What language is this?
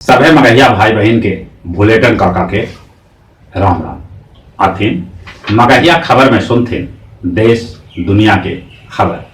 Magahi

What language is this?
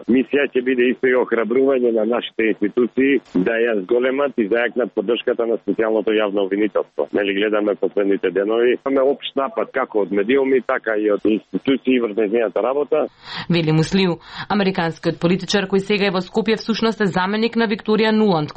Macedonian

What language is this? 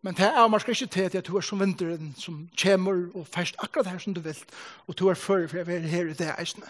Faroese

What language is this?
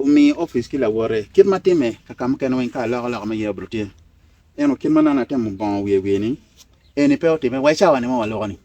Acoli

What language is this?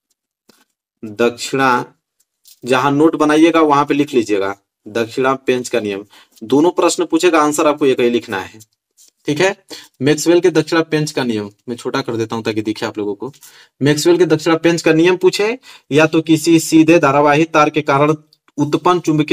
Hindi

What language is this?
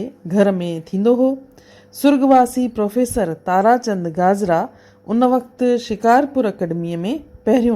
Sindhi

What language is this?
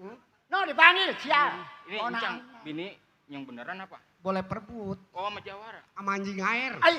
Betawi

